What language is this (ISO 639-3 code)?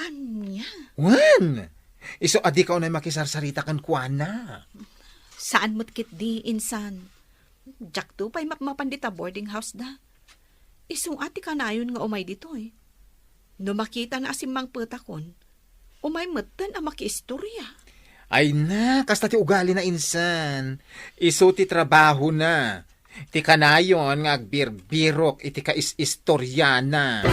ilo